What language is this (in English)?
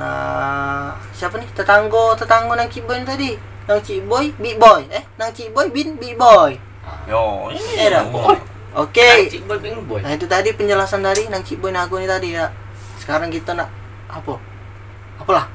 Musi